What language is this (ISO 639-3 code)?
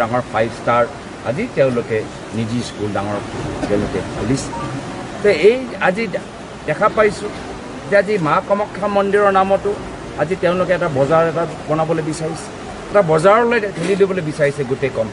asm